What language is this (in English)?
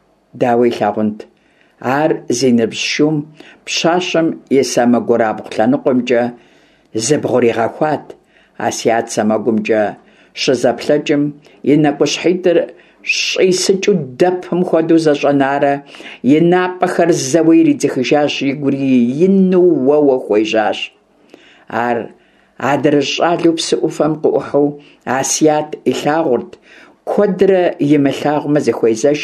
Kabardian